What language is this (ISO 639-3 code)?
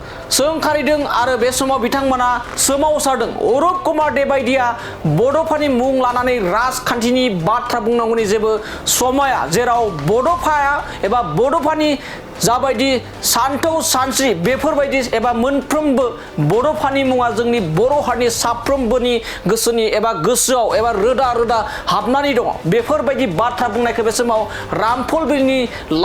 brx